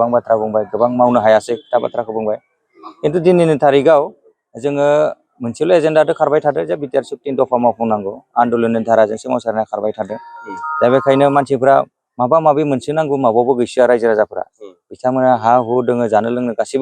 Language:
Bodo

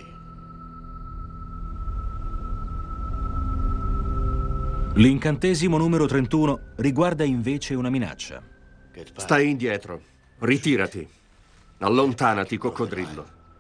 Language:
Italian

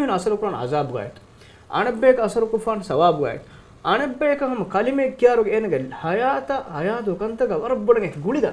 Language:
Divehi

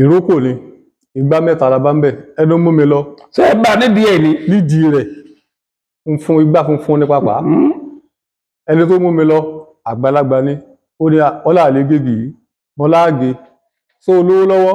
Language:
Yoruba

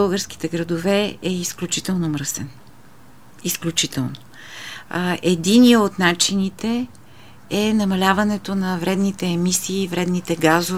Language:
Bulgarian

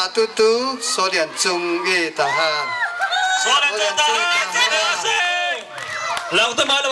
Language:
Falam Chin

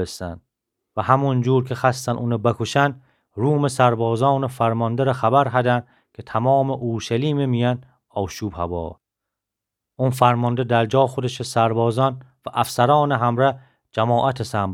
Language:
Gilaki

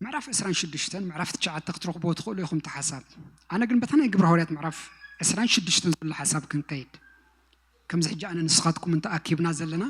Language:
Tigrinya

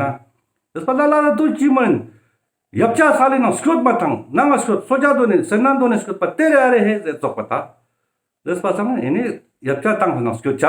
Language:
Ladakhi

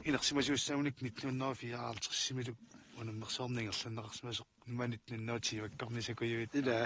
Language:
Kalaallisut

